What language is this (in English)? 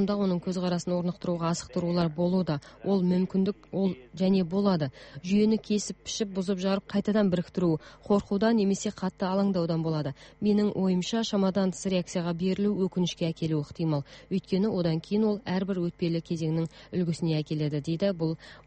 Kazakh